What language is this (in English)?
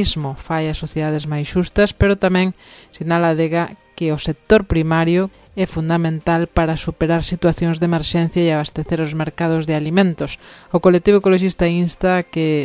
Galician